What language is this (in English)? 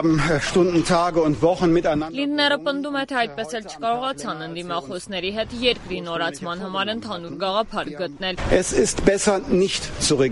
Armenian